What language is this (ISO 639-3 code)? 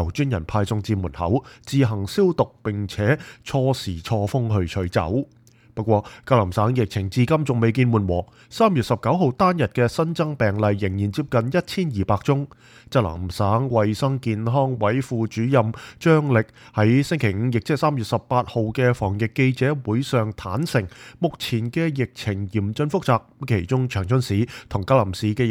yue